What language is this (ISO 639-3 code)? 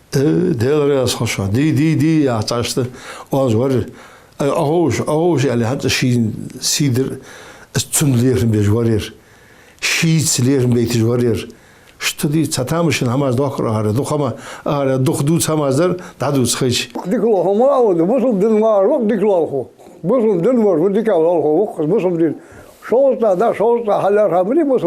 inh